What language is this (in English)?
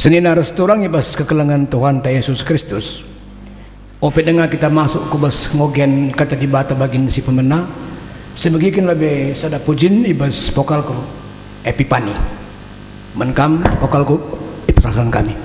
Batak Karo